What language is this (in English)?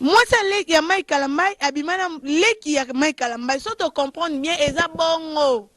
Lingala